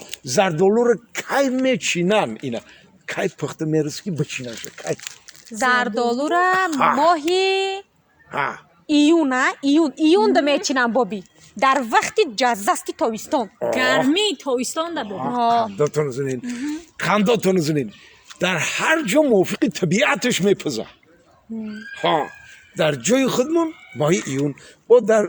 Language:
Tajik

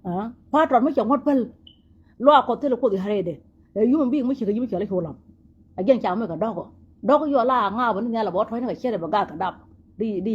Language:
Nuer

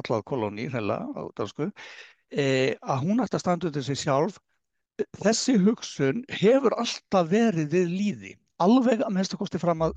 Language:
Icelandic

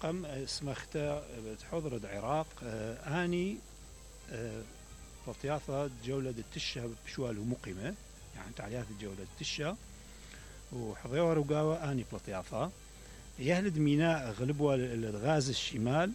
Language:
Mesopotamian Arabic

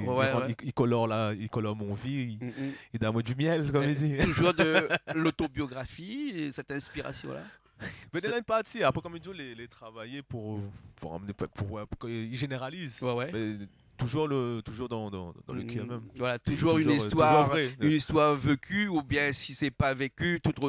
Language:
Réunion Creole French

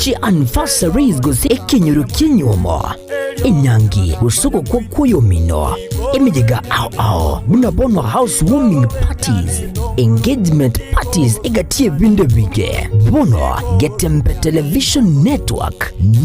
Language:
Gusii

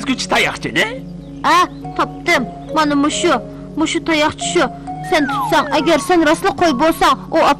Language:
Uyghur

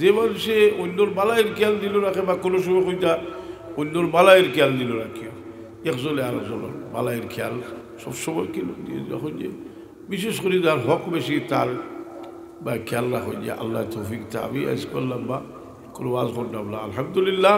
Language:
Sylheti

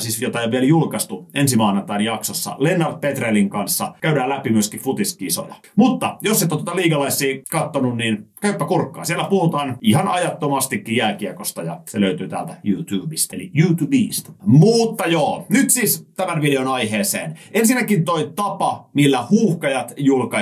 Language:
Finnish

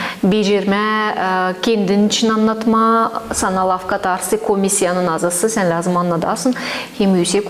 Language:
Gagauz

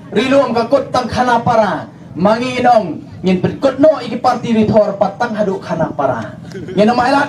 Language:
Khasi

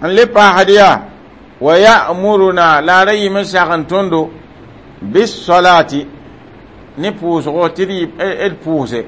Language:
Mossi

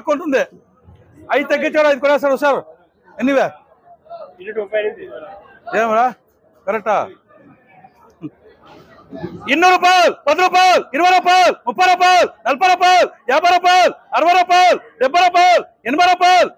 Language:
Telugu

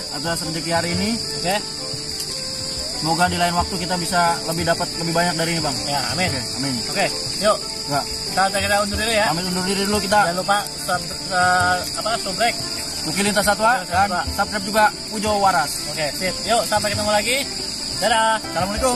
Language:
Indonesian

